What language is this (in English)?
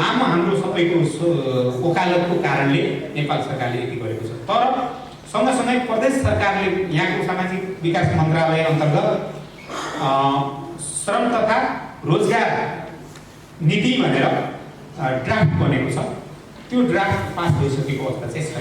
Nepali